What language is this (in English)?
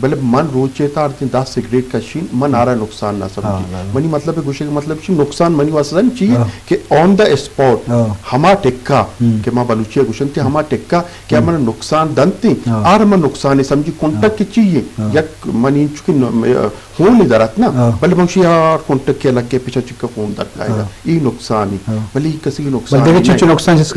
Eastern Balochi